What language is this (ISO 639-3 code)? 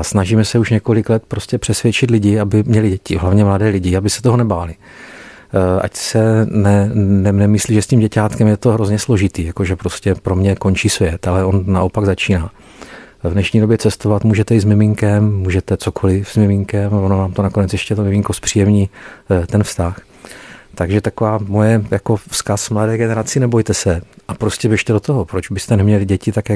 ces